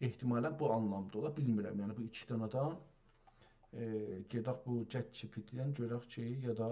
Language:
South Azerbaijani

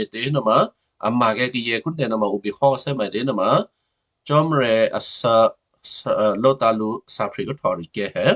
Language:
Western Kayah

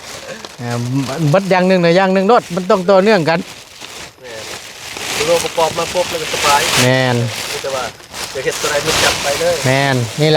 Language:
Northeastern Thai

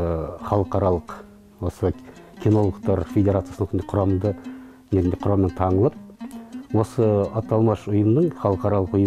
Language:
Kazakh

